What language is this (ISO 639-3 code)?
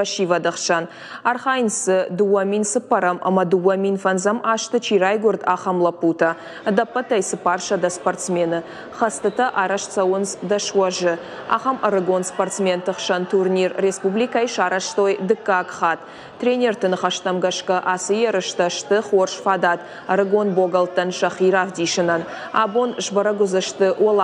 oss